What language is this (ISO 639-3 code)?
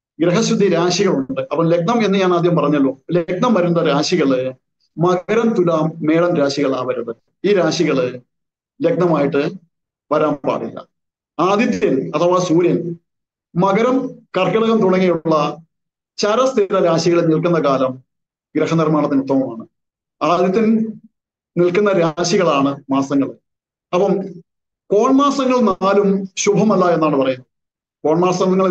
mal